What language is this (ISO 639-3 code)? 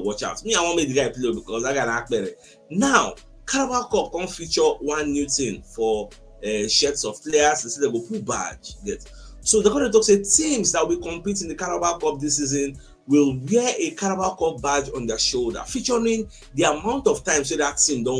pcm